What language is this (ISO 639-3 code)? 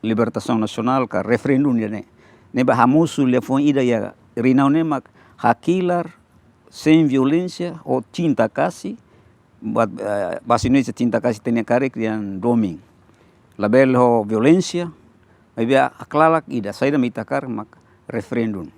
tet